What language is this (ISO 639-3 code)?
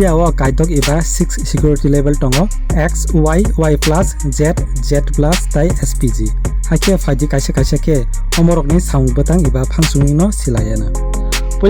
trp